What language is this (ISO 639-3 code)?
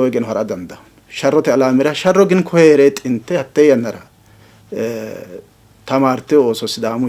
sid